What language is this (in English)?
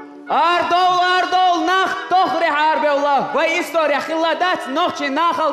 Chechen